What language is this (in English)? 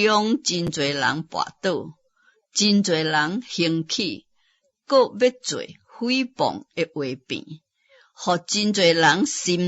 Min Nan Chinese